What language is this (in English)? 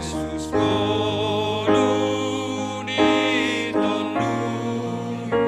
Batak Simalungun